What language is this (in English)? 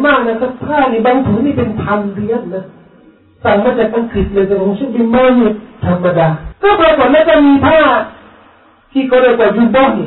Thai